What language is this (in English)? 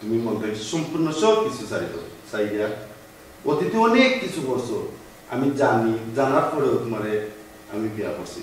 Sylheti